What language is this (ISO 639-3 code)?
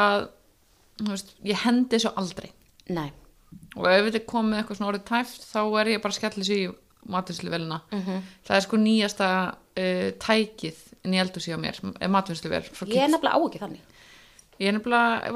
isl